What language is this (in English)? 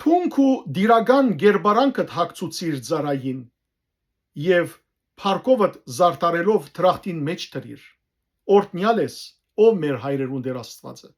Western Armenian